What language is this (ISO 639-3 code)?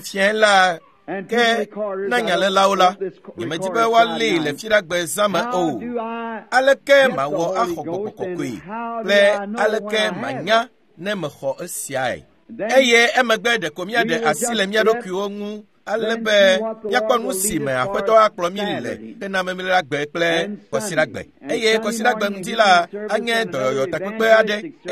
ewe